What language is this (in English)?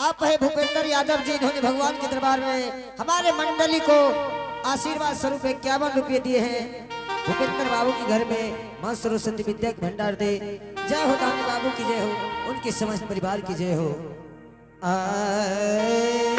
Angika